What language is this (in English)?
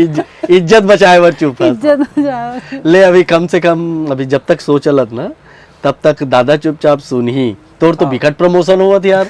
Chhattisgarhi